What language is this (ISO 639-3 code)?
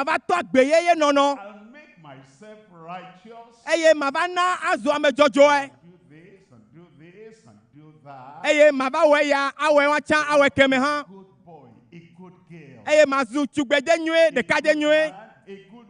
ewe